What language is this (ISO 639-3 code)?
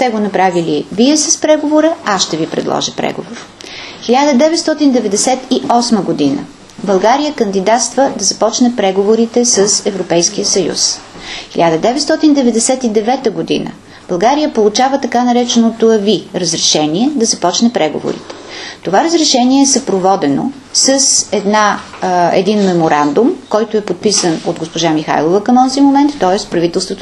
bul